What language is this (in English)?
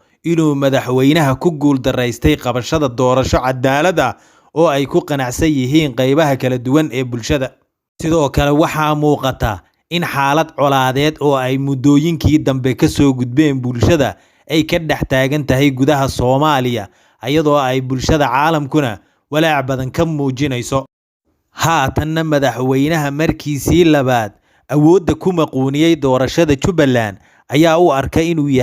Somali